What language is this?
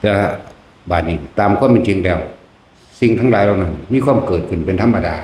Lao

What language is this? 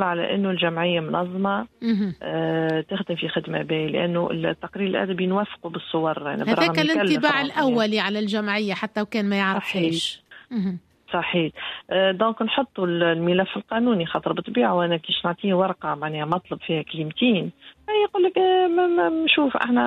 Tunisian Arabic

